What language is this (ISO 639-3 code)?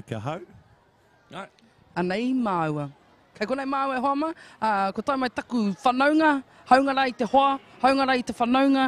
mri